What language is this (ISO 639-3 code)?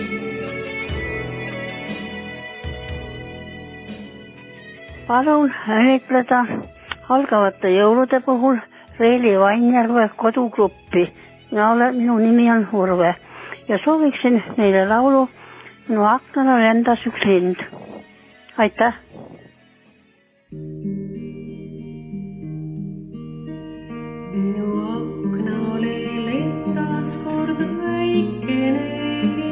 est